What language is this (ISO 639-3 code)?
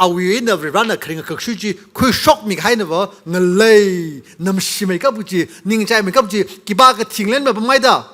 nmf